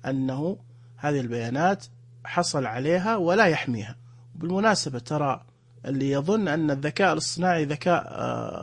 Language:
Najdi Arabic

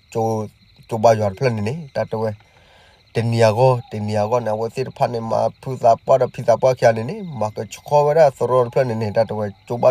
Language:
S'gaw Karen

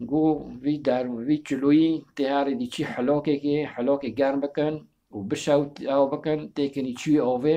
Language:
Kurdish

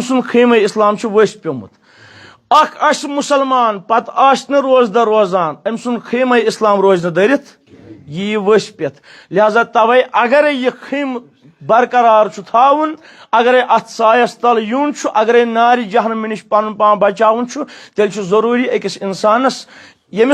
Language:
Kashmiri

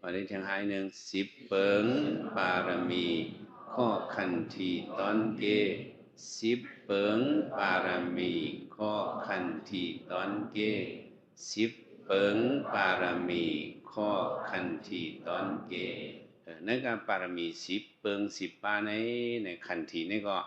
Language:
Shan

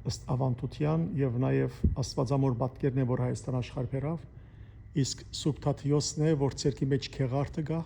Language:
Western Armenian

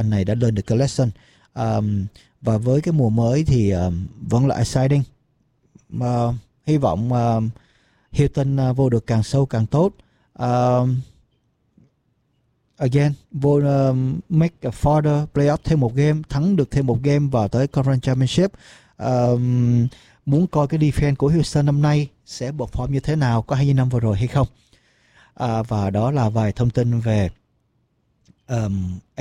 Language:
Vietnamese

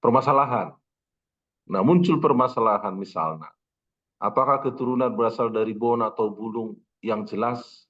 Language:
Batak Toba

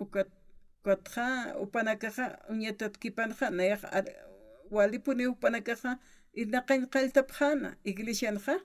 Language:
Aymara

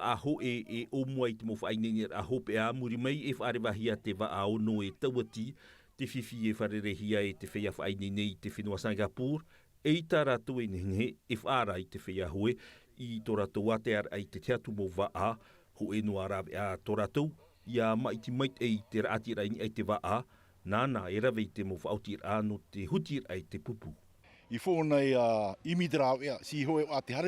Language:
Tahitian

